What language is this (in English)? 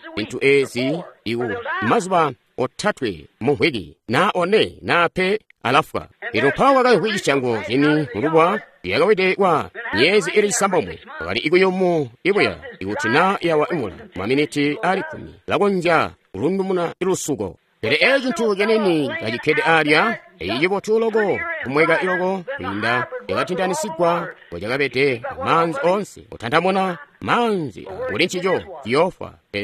Tonga (Zambia)